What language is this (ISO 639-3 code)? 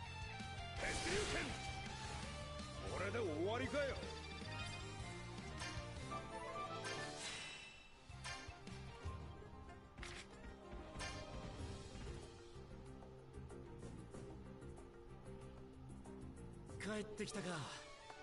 jpn